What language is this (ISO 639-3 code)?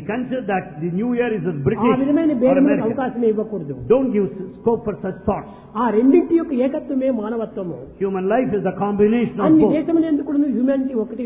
tel